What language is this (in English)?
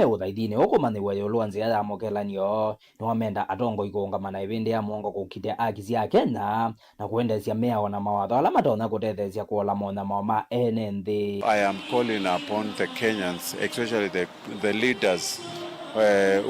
Kamba